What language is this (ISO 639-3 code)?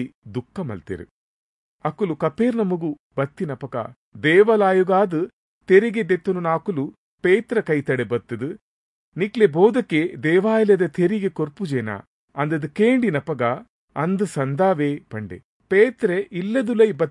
tcy